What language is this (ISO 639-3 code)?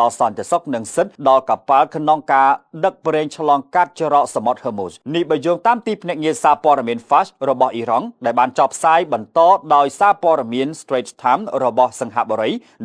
khm